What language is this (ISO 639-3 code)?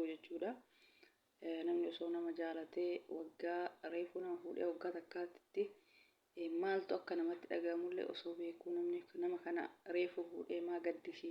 orm